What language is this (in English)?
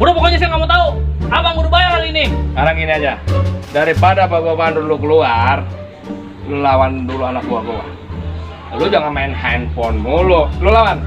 Betawi